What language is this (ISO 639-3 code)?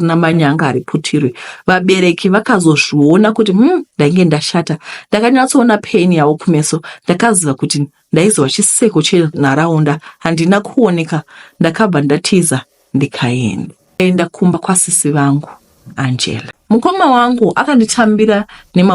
sna